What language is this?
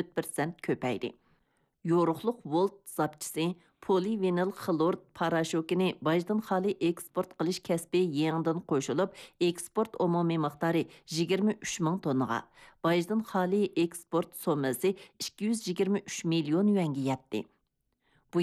Uyghur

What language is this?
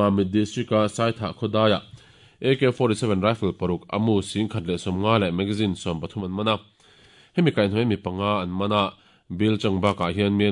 Mizo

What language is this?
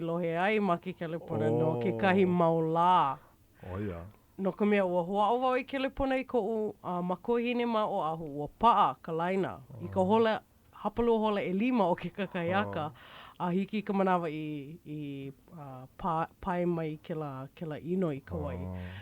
Hawaiian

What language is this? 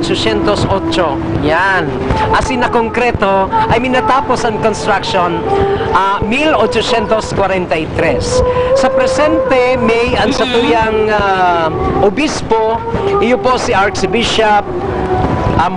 Bikol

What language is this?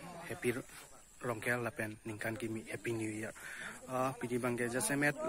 Karbi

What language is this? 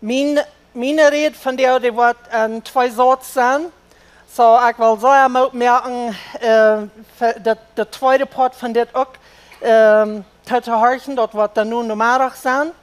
Plautdietsch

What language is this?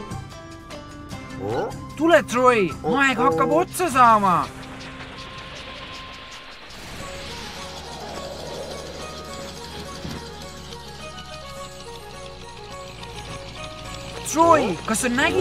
Estonian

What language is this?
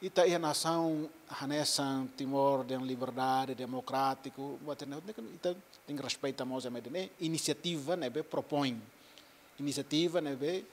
Tetum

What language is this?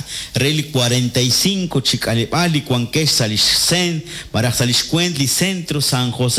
Kekchí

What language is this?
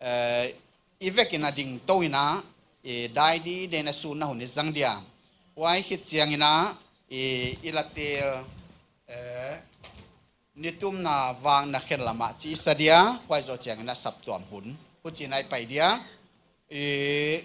Paite Chin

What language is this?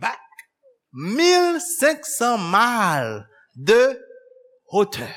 Haitian Creole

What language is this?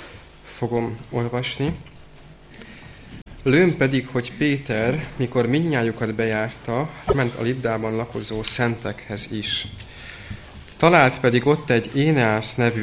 Hungarian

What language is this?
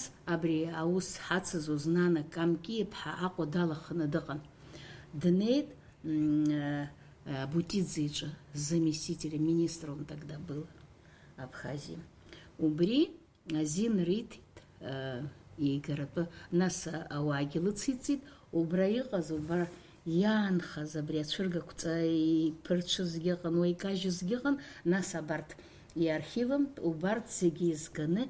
Abkhazian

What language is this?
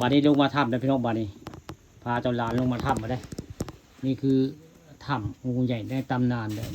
Northeastern Thai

